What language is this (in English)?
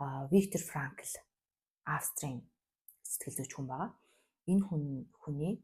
Mongolian